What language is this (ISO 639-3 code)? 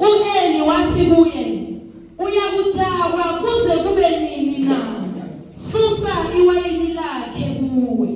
zul